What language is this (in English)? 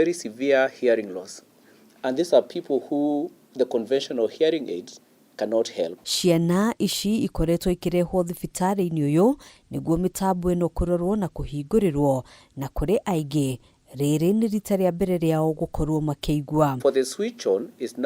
Kikuyu